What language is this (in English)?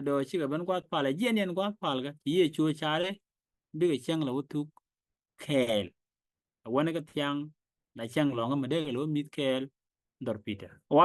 Nuer